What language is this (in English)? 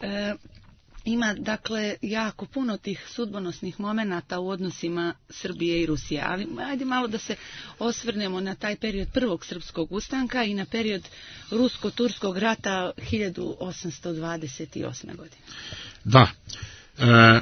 Serbian